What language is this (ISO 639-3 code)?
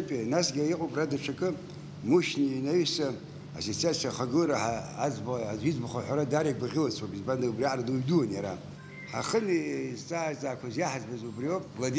abk